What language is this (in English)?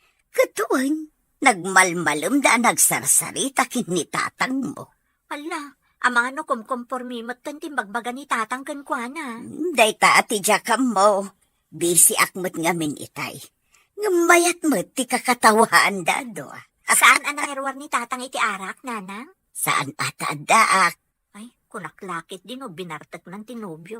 Iloko